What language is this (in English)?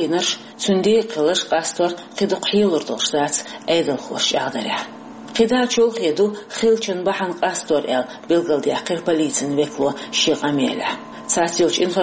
Chechen